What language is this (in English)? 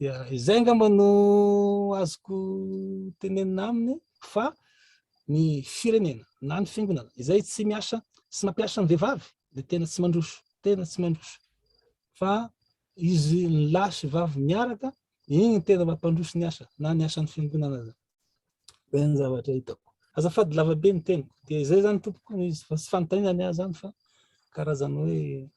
Malagasy